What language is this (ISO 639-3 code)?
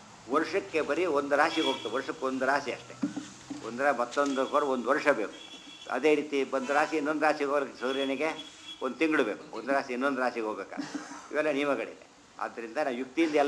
kan